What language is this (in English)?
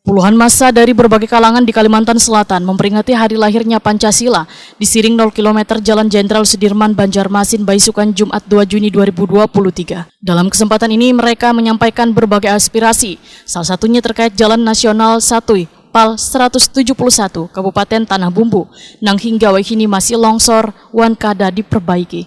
Banjar